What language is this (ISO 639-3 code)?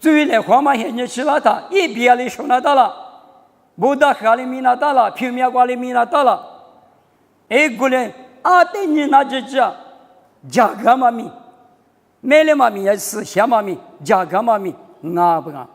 lis